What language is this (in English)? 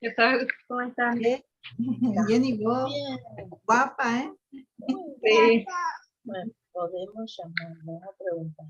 Guarani